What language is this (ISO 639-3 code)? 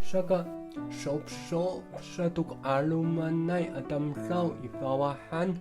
ami